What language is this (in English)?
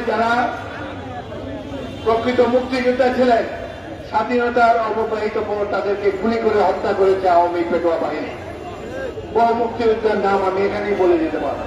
Bangla